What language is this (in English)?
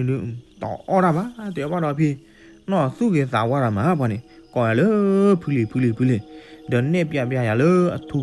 S'gaw Karen